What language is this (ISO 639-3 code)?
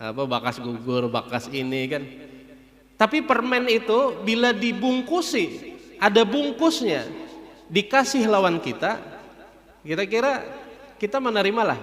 bjn